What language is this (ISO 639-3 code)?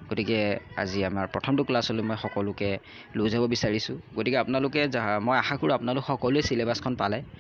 asm